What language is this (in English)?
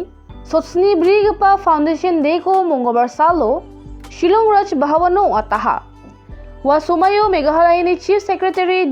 Garo